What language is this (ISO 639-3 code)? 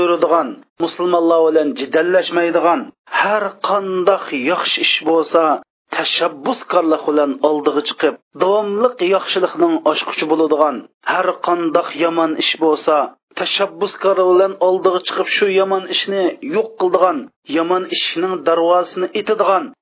uig